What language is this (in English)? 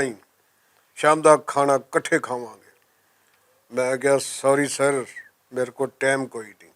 Western Panjabi